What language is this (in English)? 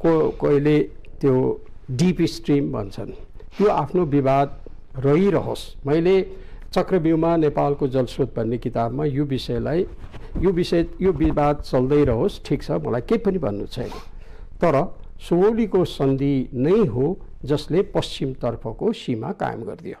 Nepali